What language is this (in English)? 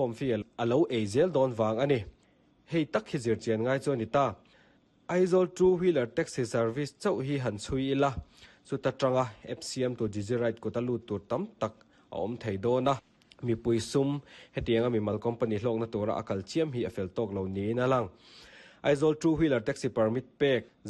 Mizo